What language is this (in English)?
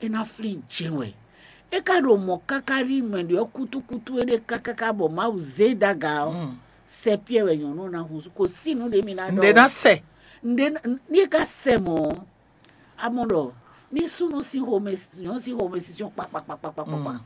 Fon